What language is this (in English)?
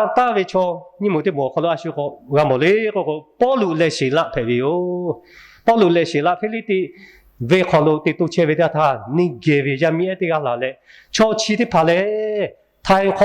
Lahu